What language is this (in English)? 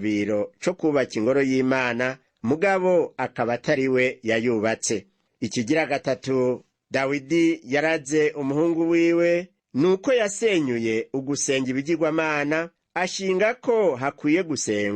Rundi